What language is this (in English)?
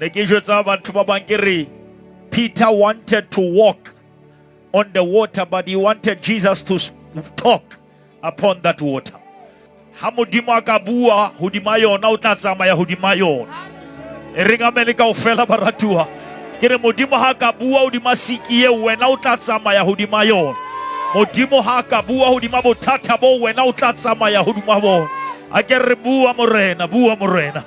Southern Sotho